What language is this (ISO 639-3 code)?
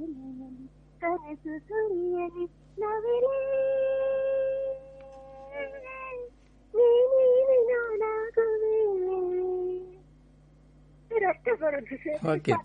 kan